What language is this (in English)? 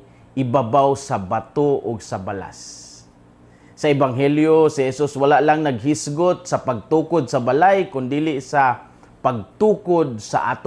Cebuano